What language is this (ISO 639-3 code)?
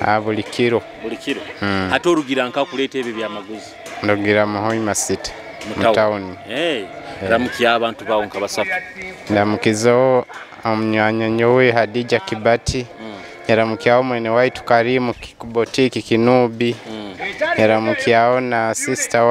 nyo